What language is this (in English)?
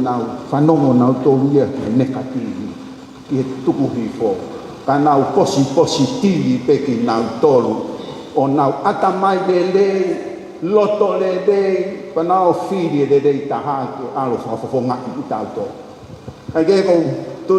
Tongan